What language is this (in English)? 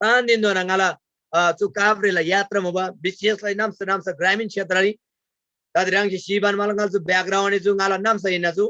Eastern Tamang